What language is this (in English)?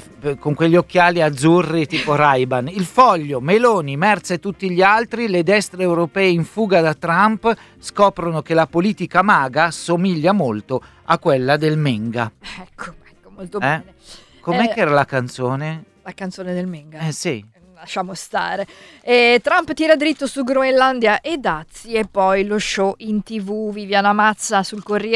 Italian